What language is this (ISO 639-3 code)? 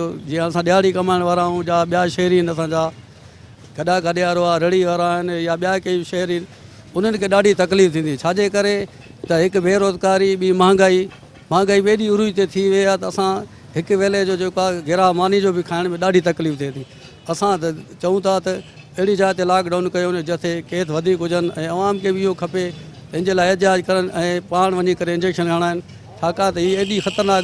snd